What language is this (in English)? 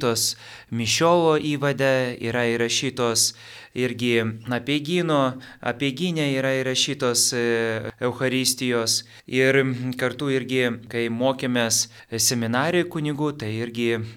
Lithuanian